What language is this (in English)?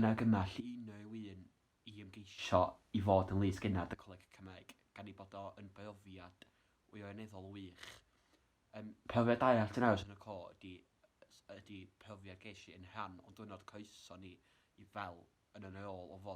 Welsh